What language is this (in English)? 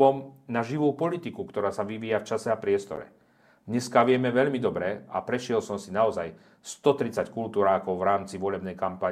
Slovak